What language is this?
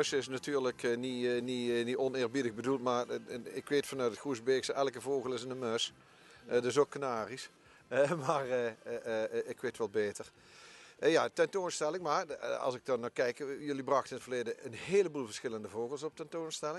Dutch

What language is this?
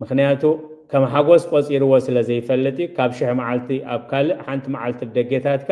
Tigrinya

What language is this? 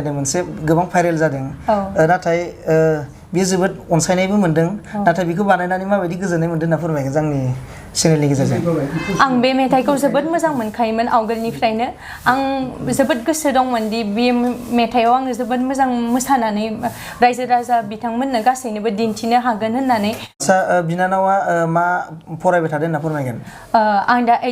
Bodo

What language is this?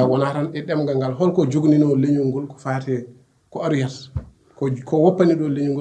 Fula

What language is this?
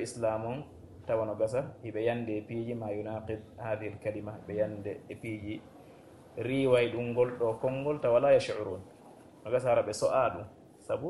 Fula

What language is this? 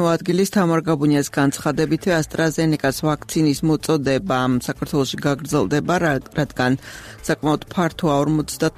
Georgian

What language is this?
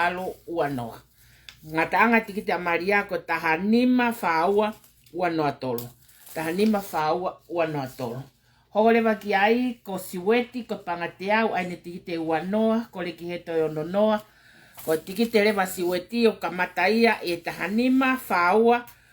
Tongan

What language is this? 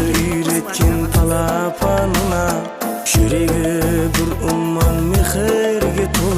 Kara-Kalpak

